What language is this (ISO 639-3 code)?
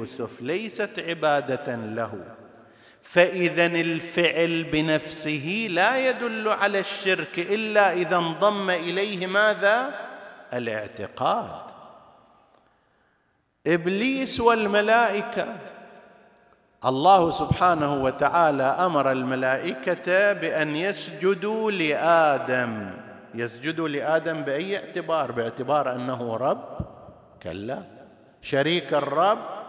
ara